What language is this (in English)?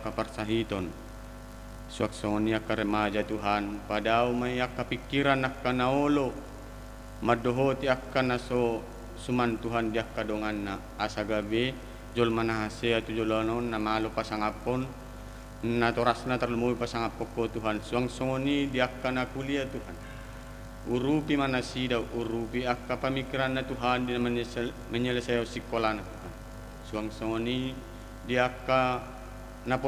Batak Toba